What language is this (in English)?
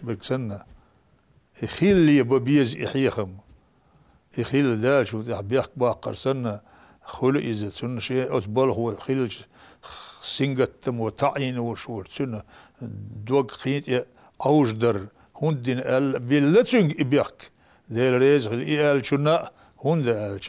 Chechen